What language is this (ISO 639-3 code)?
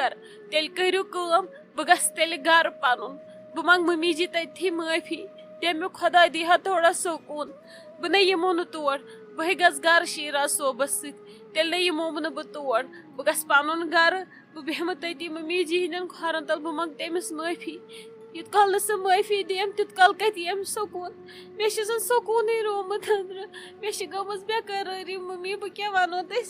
kas